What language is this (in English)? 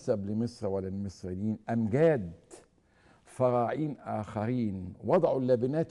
Egyptian Arabic